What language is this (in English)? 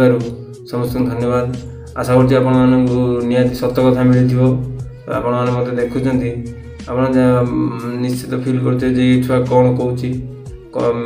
Odia